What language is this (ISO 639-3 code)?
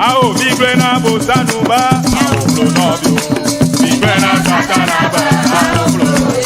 ewe